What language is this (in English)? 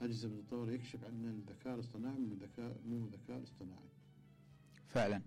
Mesopotamian Arabic